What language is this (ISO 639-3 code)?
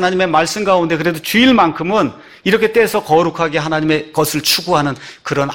kor